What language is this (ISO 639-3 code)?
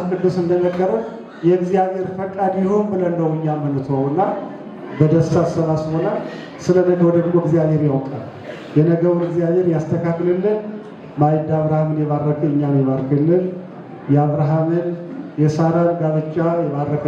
amh